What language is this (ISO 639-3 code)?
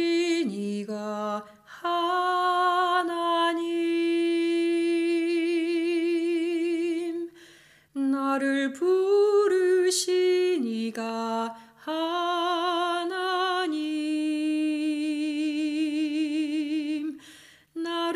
kor